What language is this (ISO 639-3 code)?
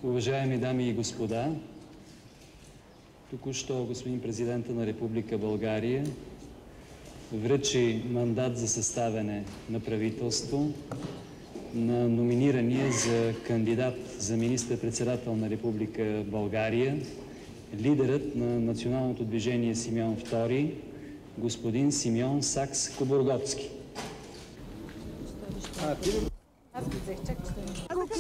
bul